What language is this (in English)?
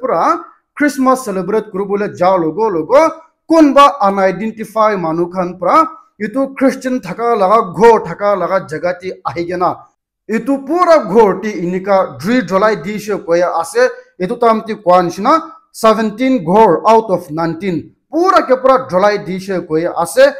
Naga Pidgin